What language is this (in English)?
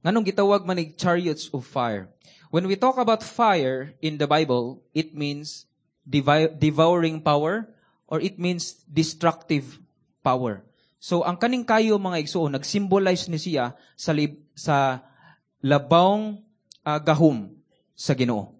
Cebuano